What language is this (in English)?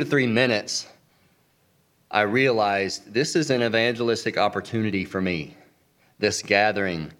English